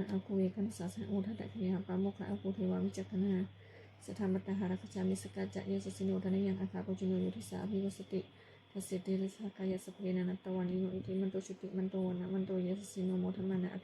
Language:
Pali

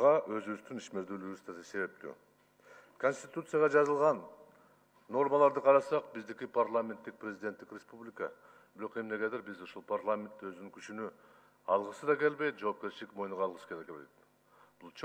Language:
Kyrgyz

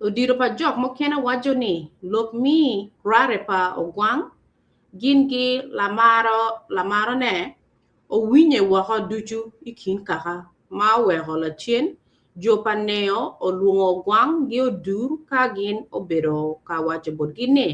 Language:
Acoli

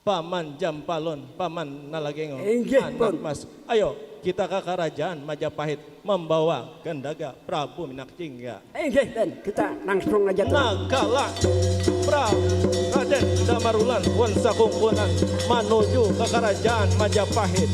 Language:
Banjar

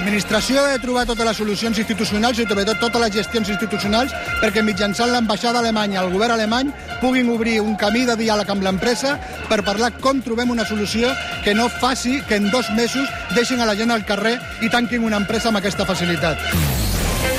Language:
Catalan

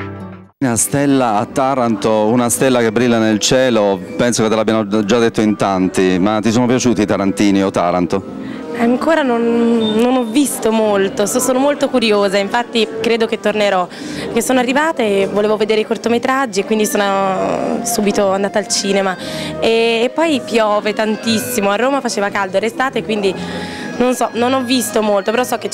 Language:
Italian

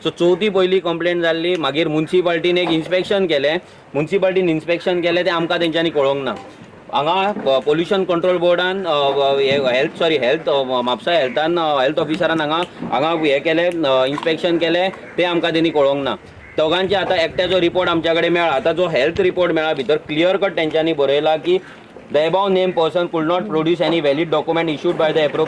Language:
Konkani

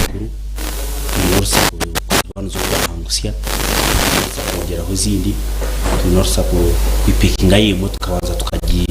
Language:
Nyankole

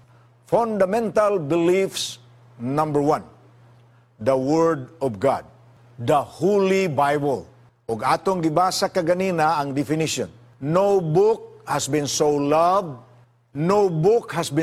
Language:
Cebuano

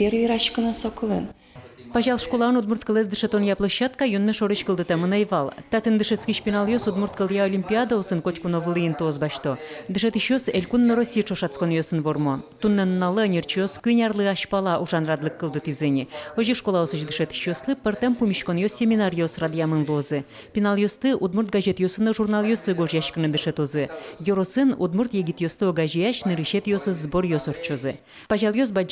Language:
Udmurt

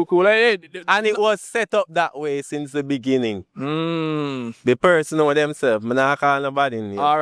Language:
Jamaican Creole English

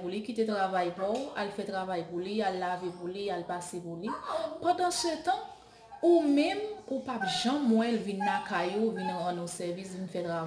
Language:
Haitian Creole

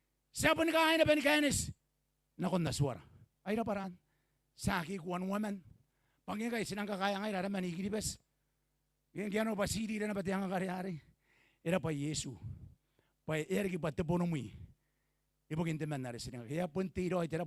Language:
Gilbertese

